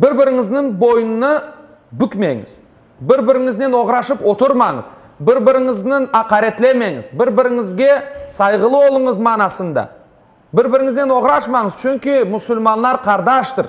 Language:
Crimean Tatar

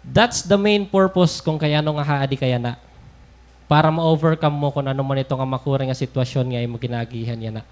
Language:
Waray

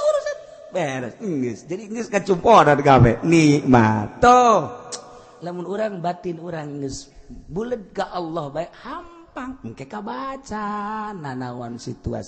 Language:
Sundanese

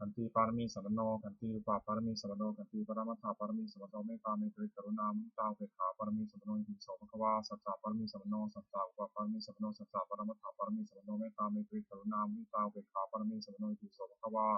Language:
Pali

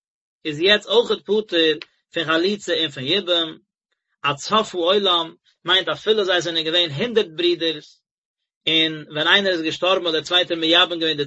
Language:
Yiddish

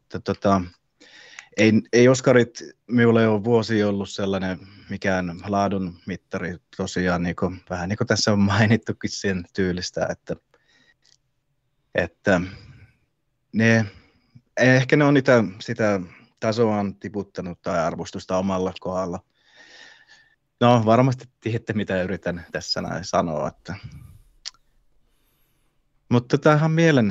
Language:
Finnish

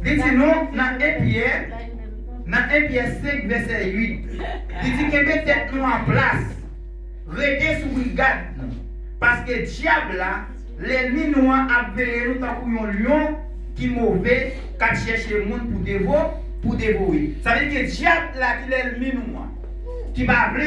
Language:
Haitian Creole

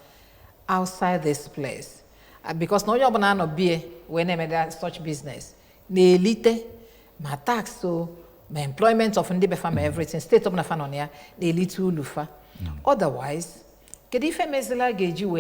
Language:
Igbo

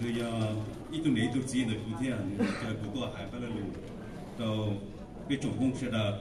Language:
Hmong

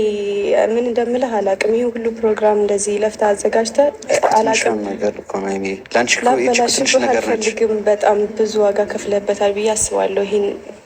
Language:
Amharic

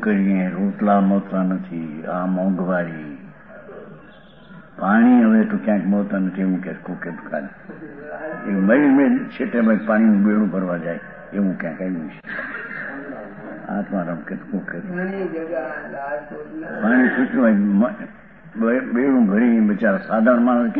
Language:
Gujarati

